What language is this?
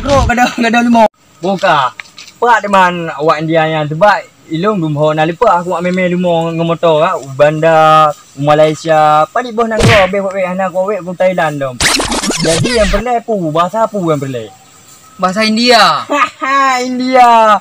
Achinese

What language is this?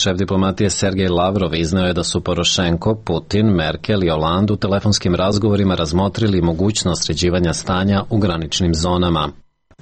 Serbian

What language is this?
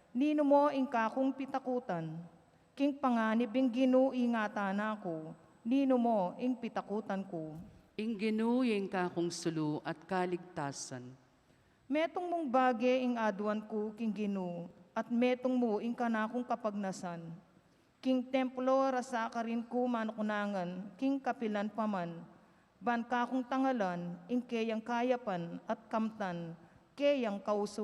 Pampanga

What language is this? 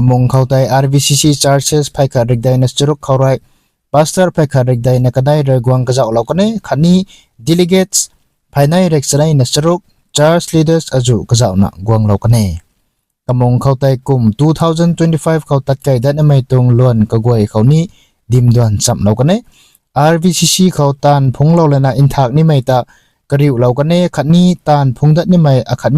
Rongmei Naga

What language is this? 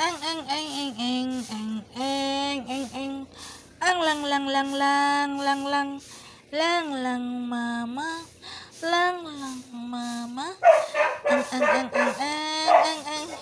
Cebuano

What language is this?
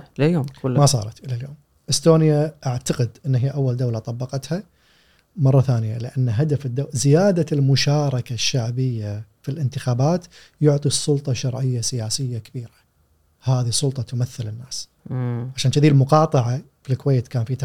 Gulf Arabic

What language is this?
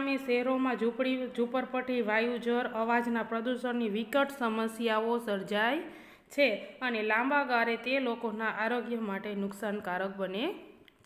Gujarati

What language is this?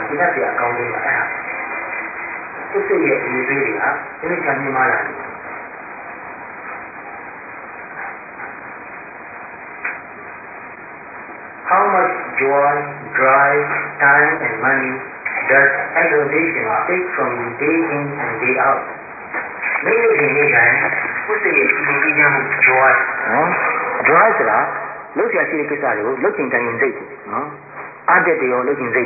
Burmese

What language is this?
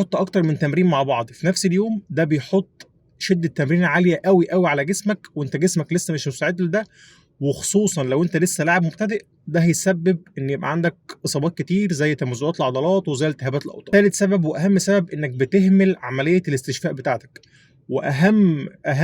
Egyptian Arabic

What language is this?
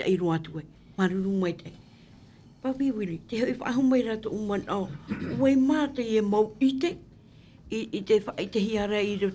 Tahitian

